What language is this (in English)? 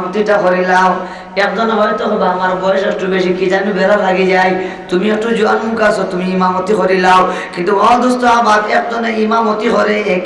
Sylheti